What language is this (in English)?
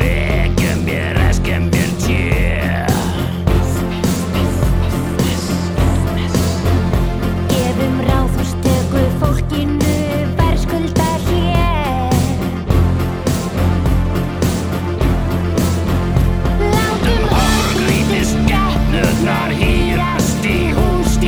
Icelandic